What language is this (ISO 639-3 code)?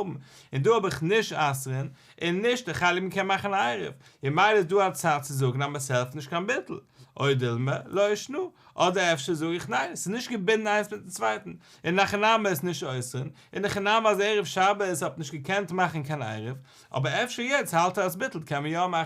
yid